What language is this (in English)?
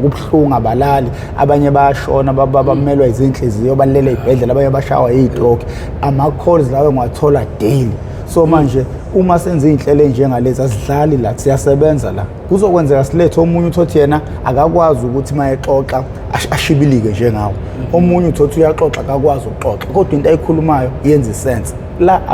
Zulu